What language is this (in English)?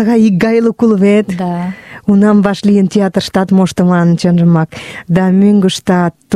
Mari